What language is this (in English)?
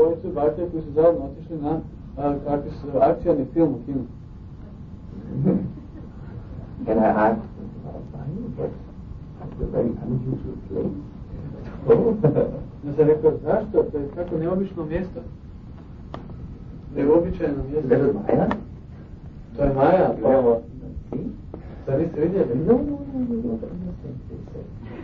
Croatian